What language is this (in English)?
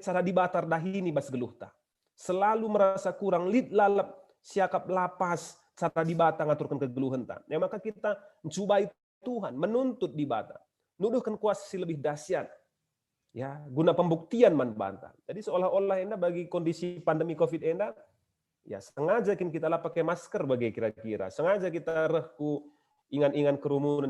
Batak Karo